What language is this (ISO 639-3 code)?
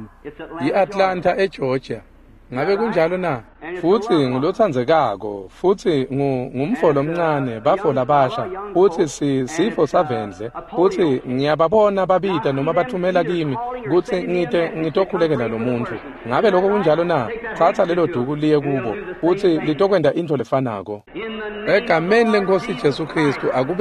ssw